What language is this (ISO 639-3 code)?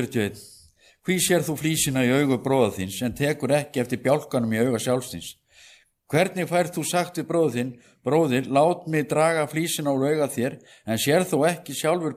isl